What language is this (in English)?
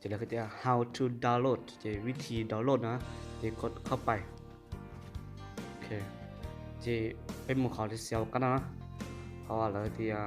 Hmong